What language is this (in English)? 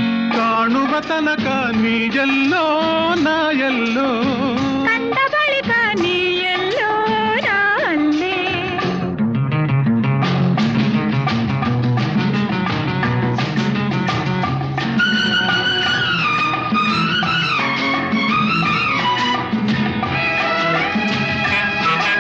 Kannada